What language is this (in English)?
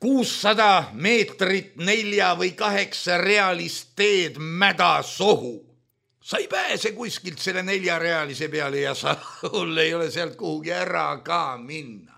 Estonian